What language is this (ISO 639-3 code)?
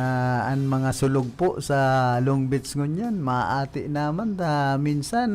bik